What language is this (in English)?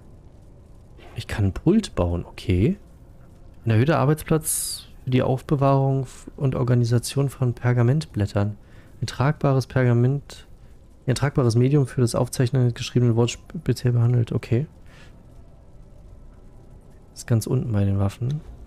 German